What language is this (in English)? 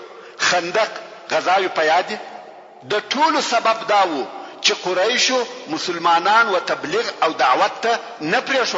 Pashto